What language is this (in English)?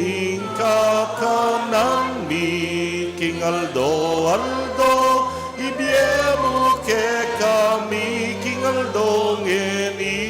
Pampanga